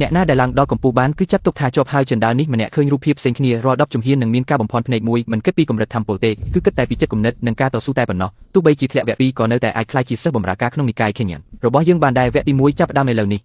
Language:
Khmer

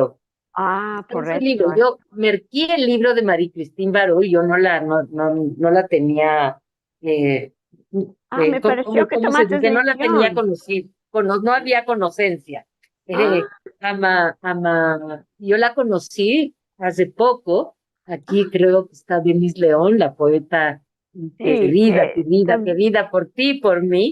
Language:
Ladino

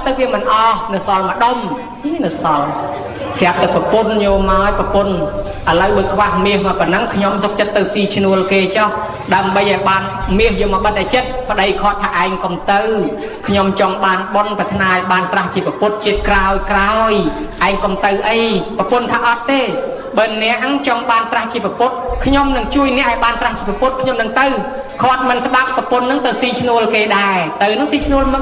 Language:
Khmer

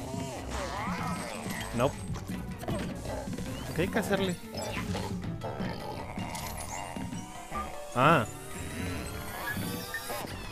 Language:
Spanish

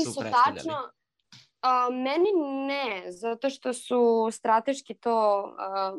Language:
Serbian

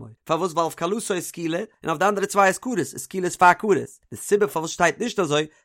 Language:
Yiddish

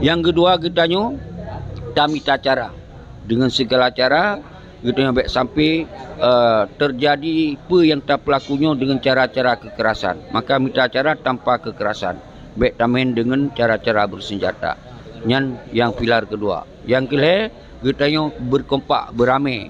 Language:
Achinese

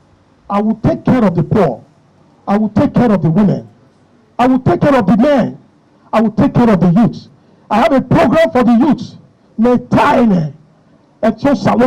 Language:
Nigerian Pidgin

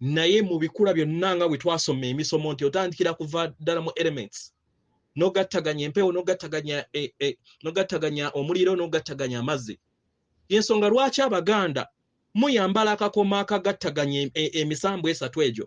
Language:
Ganda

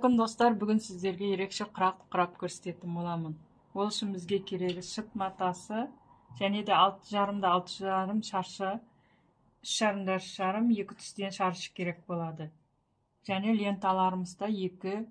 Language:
Kazakh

